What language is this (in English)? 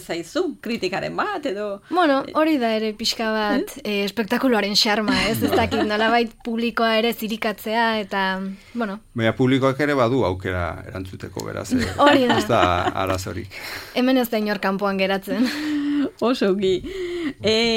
Basque